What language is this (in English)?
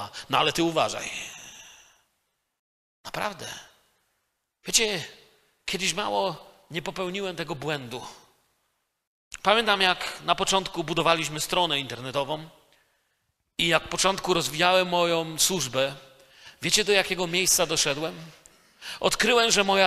Polish